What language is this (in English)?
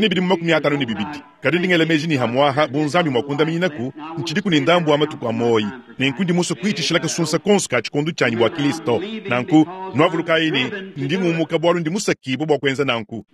Luba-Lulua